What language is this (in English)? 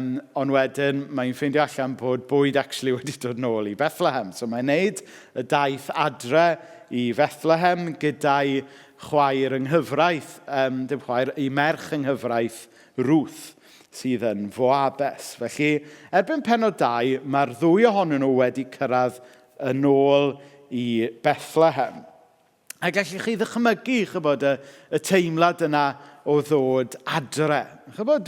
Welsh